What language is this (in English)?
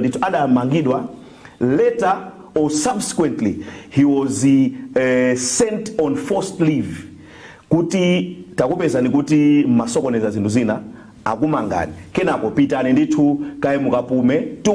Nyanja